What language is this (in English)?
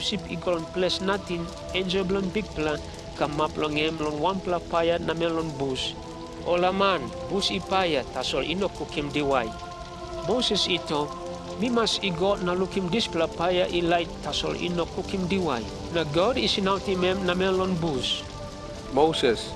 Tok Pisin